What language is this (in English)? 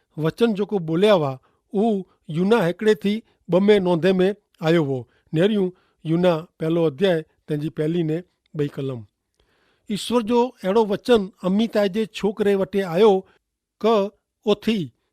Kachhi